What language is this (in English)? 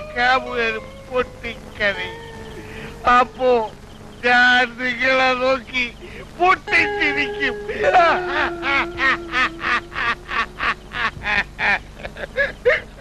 Malayalam